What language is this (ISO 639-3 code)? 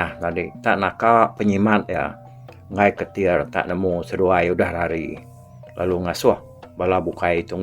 iba